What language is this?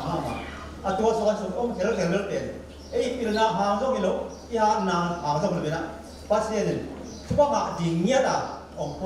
Tedim Chin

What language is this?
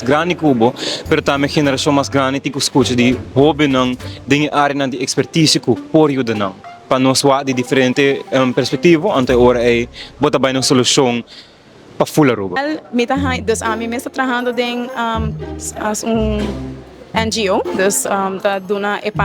Papiamento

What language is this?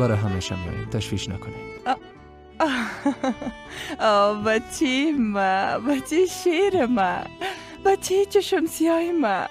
Persian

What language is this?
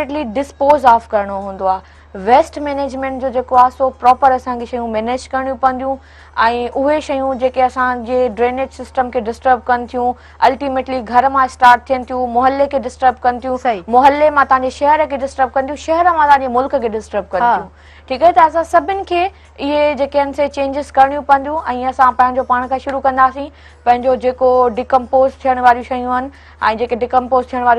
Sindhi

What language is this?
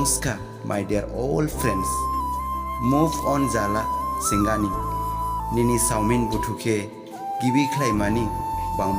Dimasa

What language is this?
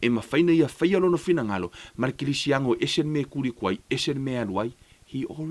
Samoan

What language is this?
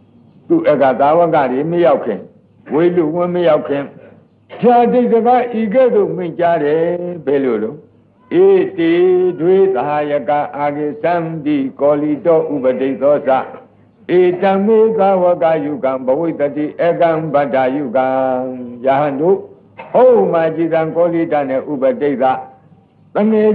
Burmese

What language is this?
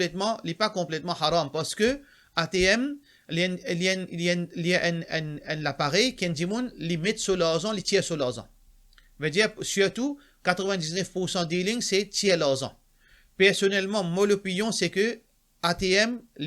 Morisyen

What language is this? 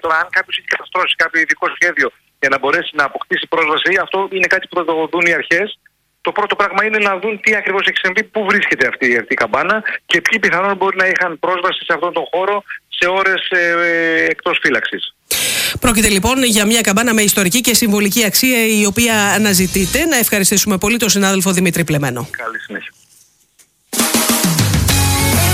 Greek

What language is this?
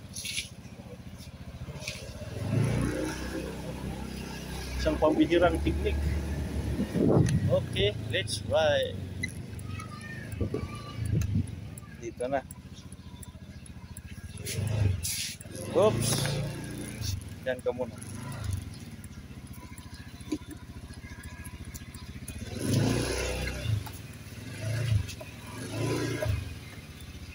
Filipino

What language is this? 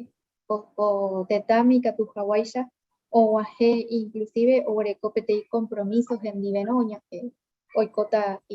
Guarani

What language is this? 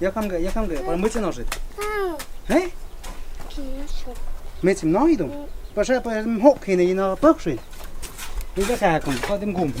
Totontepec Mixe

